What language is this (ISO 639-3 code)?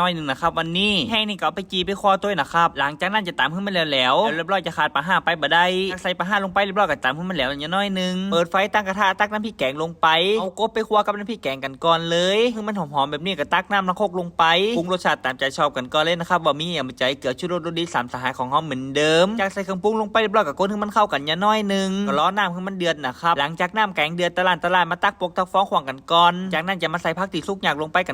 nod